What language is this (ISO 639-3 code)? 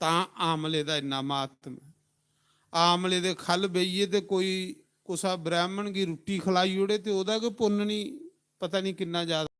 doi